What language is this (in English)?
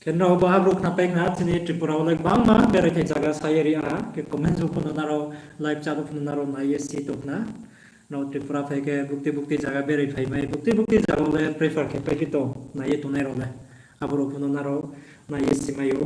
Riang (India)